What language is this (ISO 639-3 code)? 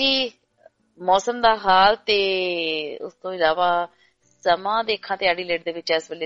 pan